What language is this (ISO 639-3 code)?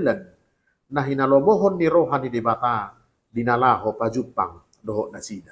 bbc